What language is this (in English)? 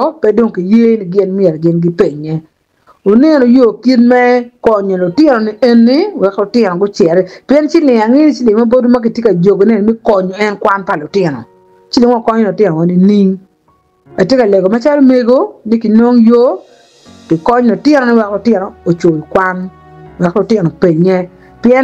Acoli